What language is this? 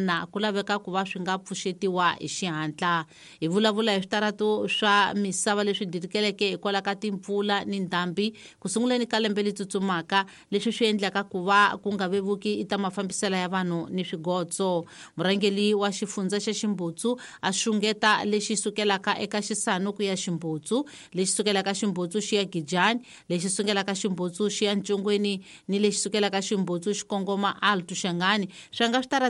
Tsonga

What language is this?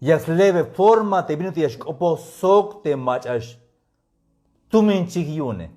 Tzeltal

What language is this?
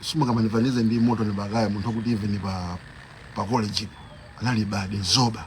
Nyanja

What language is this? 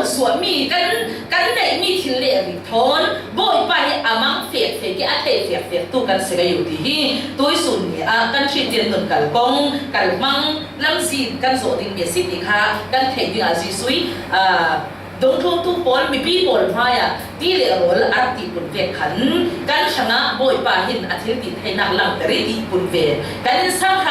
Falam Chin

